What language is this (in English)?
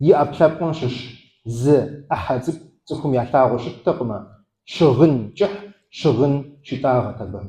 Kabardian